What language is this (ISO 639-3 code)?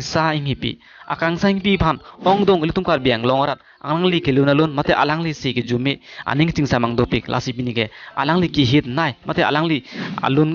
mjw